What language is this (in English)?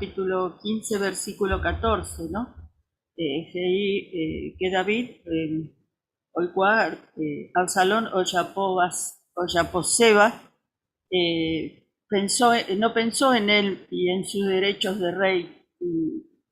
Guarani